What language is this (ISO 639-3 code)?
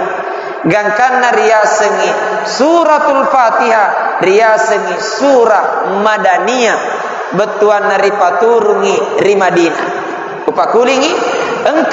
bug